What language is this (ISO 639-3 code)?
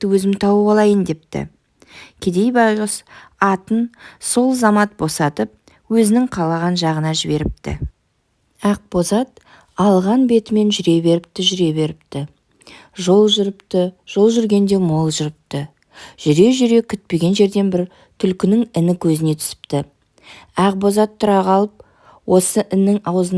kaz